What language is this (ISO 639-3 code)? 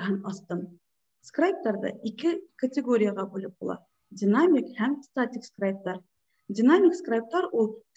bak